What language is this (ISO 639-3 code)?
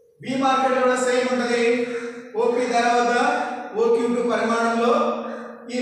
tel